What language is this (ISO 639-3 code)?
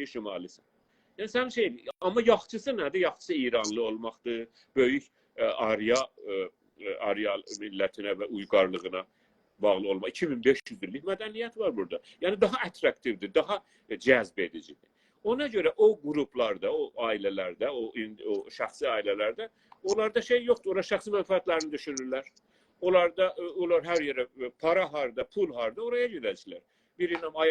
azb